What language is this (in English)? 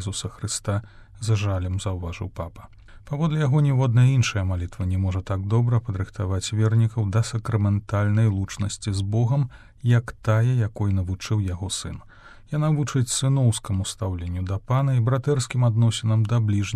Belarusian